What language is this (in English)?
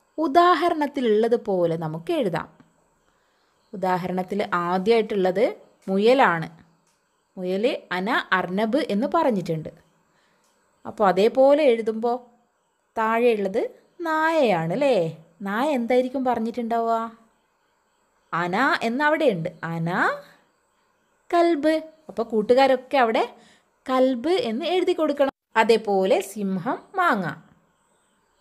Malayalam